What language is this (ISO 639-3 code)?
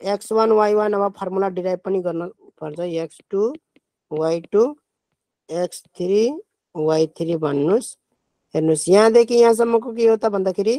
nep